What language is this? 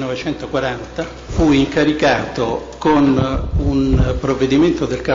Italian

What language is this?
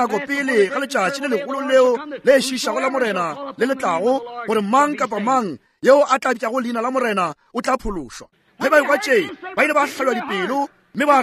Northern Sotho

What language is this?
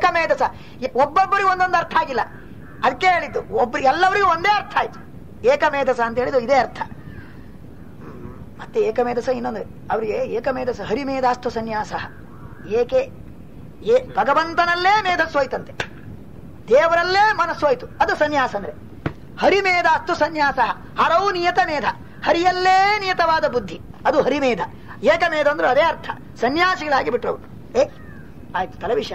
Kannada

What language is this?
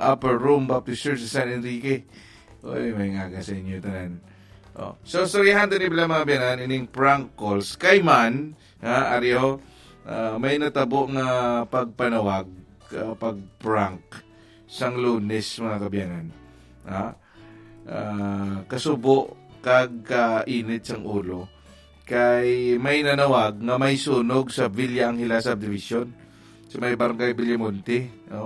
Hiligaynon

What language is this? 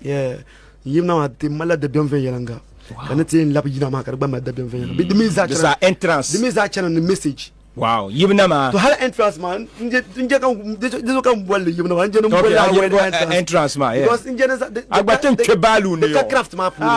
Dagbani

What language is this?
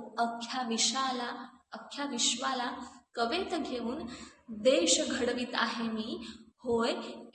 Marathi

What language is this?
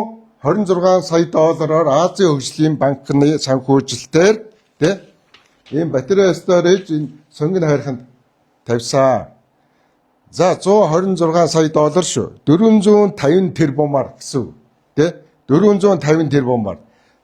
Mongolian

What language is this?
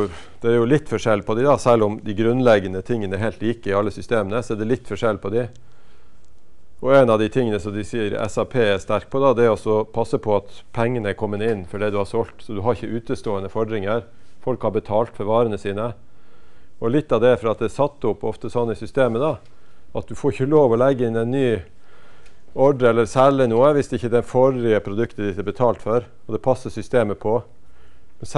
Norwegian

